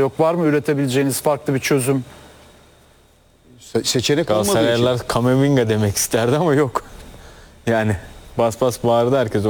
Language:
Turkish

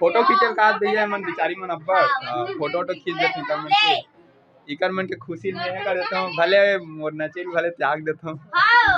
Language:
Chhattisgarhi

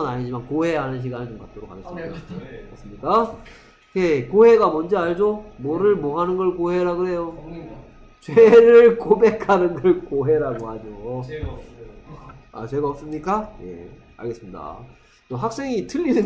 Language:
Korean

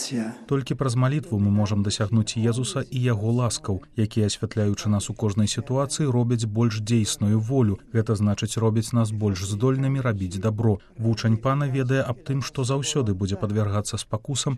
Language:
Belarusian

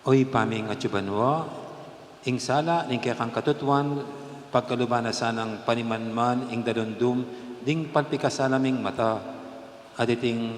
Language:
Pampanga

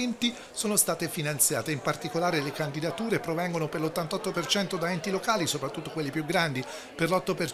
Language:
Italian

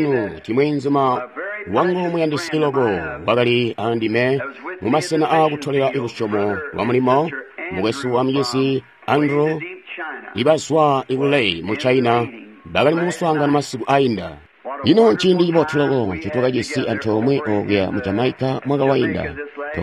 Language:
Tonga (Zambia)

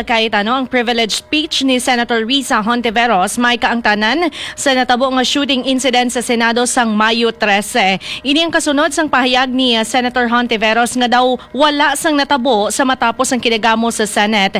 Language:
Hiligaynon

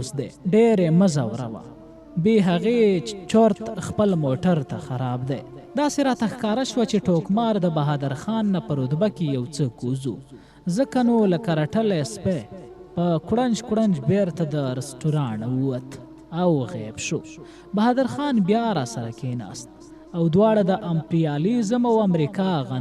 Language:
Pashto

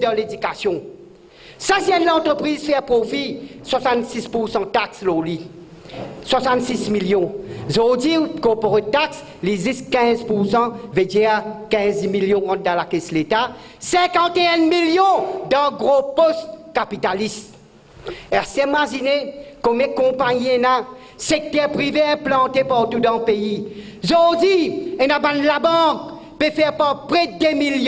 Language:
Morisyen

